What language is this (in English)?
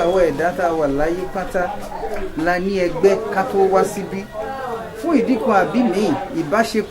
Yoruba